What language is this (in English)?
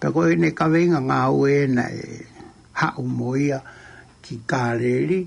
Tongan